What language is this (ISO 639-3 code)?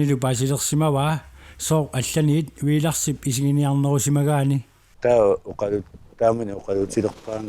kal